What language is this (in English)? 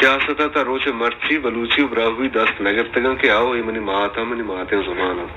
Baluchi